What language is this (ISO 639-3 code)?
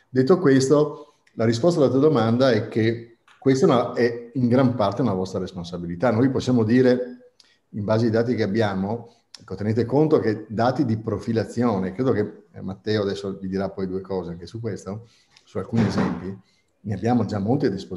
ita